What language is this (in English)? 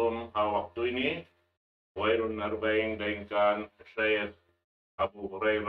Tausug